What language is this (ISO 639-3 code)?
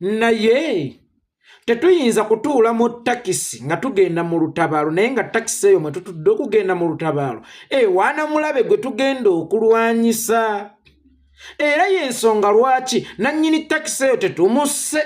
lug